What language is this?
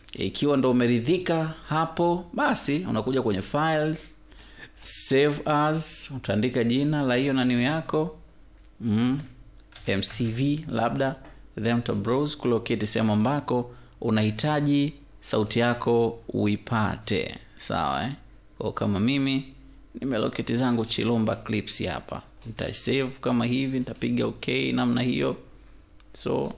Swahili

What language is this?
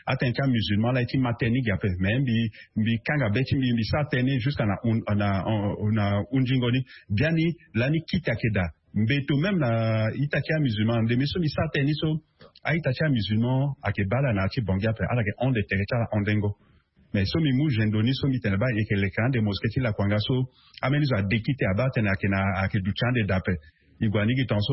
Sango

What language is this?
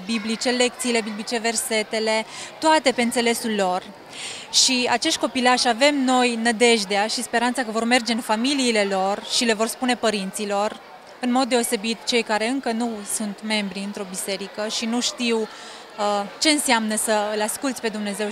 Romanian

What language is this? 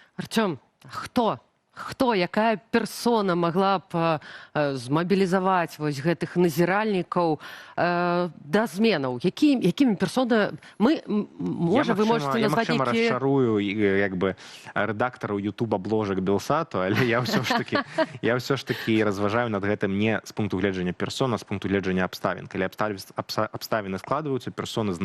Belarusian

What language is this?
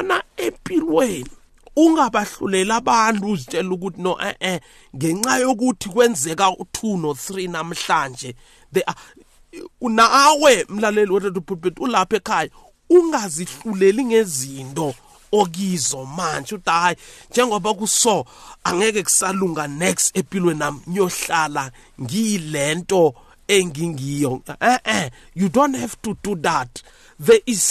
South Ndebele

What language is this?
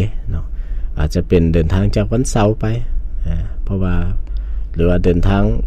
Lao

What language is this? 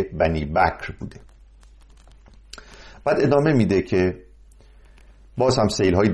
Persian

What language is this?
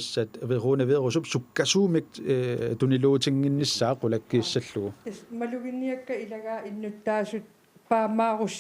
Kalaallisut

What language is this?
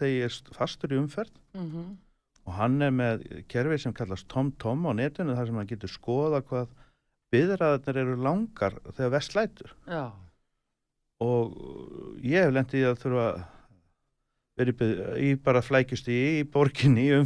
Icelandic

